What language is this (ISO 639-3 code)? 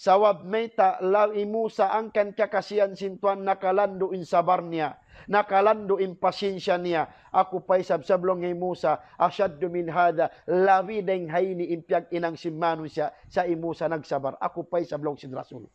tsg